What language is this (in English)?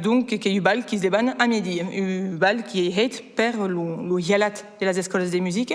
Occitan